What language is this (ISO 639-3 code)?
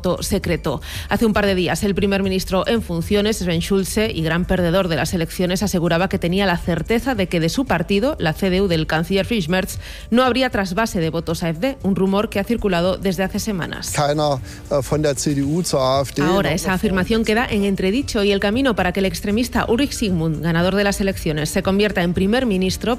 spa